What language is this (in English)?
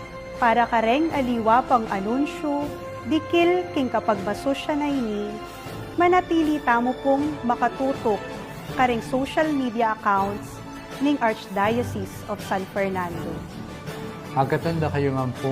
Pampanga